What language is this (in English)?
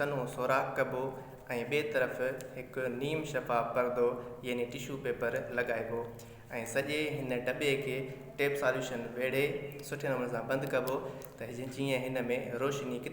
Sindhi